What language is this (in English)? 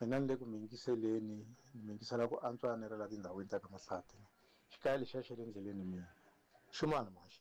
Tsonga